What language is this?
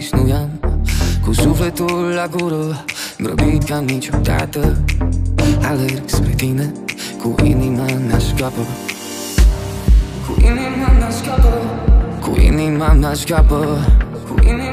Romanian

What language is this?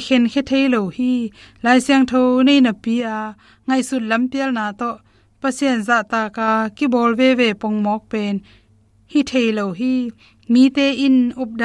Tedim Chin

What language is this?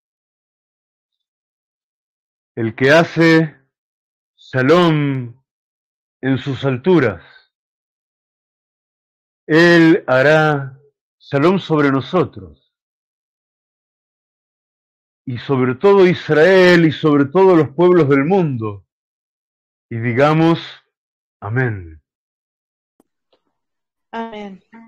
Spanish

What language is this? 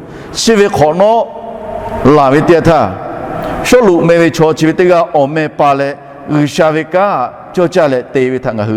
Lahu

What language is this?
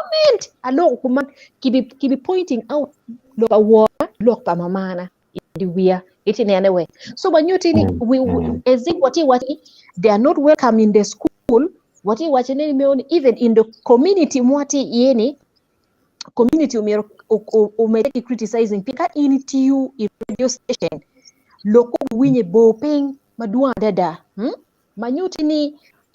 Acoli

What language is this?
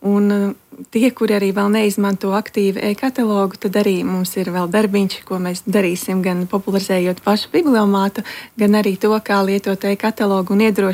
Latvian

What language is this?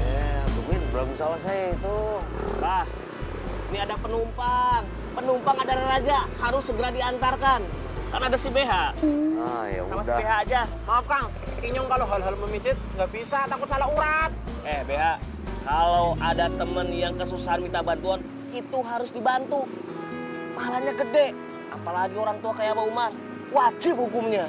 Betawi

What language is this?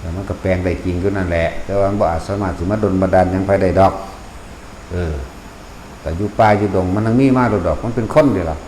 Northeastern Thai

